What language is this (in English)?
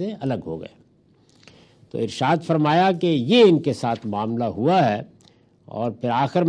Urdu